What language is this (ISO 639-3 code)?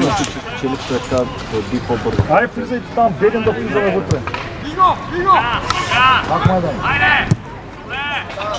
bul